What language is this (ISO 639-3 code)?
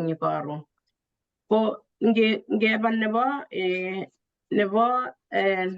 kln